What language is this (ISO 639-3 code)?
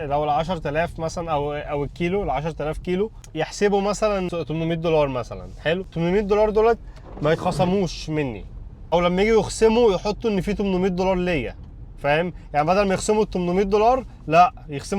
arz